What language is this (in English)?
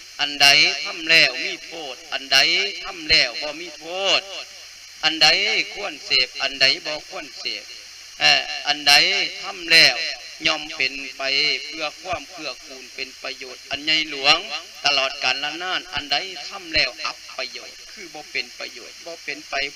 Lao